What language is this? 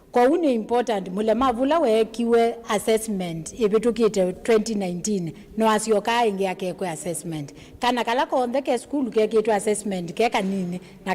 Kamba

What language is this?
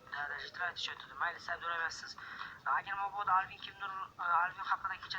Uzbek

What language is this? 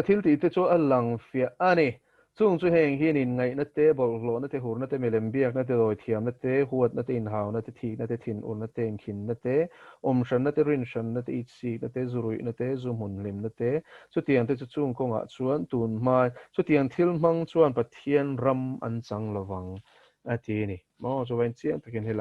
Mizo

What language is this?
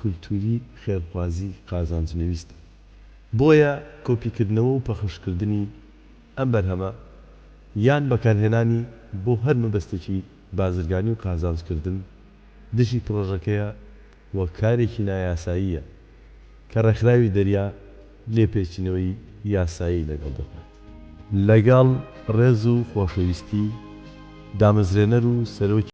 Central Kurdish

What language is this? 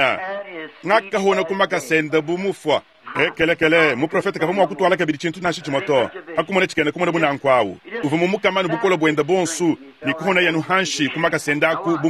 Luba-Lulua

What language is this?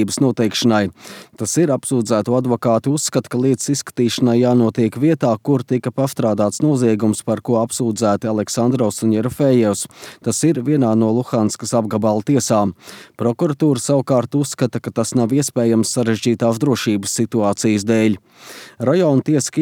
Latvian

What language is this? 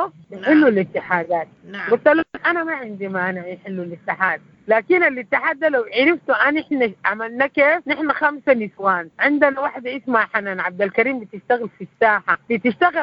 Sudanese Arabic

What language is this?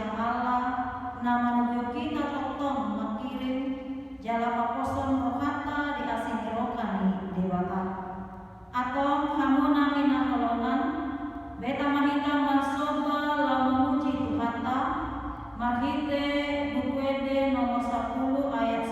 Batak Toba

